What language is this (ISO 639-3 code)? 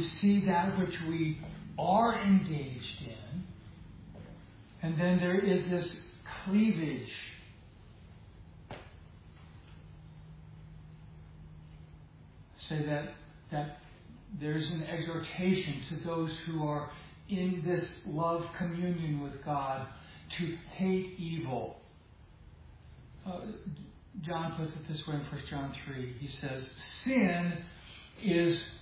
eng